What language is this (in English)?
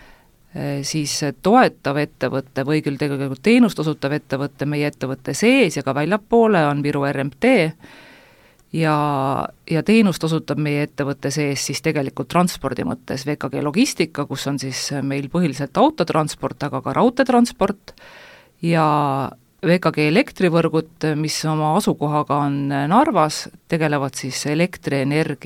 Estonian